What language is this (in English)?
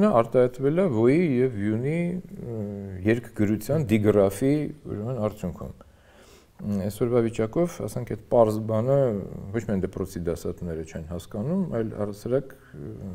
Armenian